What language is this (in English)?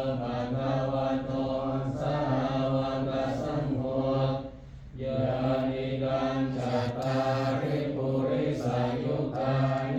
Pali